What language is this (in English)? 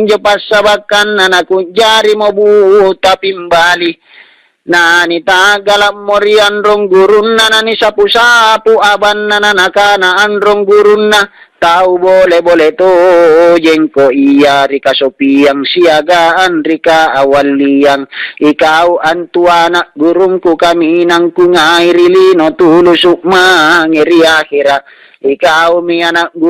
Makasar